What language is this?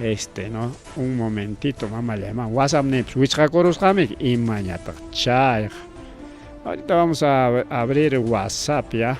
Ayacucho Quechua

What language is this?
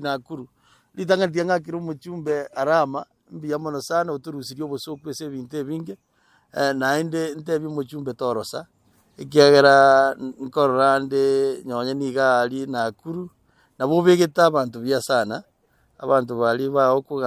Gusii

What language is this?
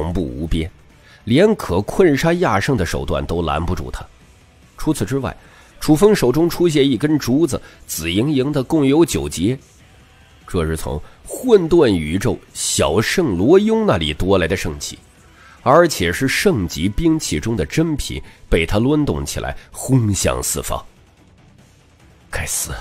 Chinese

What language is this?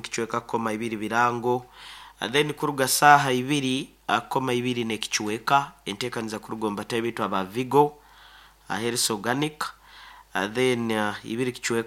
Nyankole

